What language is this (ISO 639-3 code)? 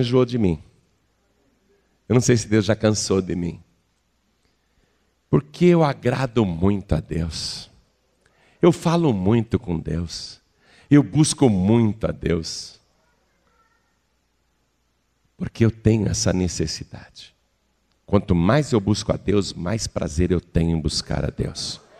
por